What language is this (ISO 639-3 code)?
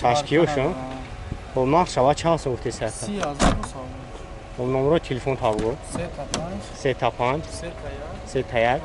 tgk